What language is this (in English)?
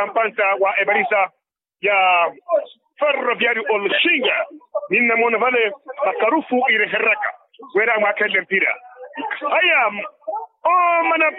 Makhuwa